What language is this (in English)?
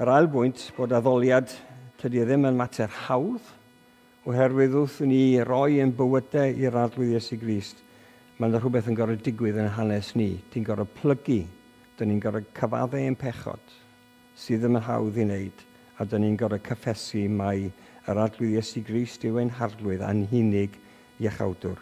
Welsh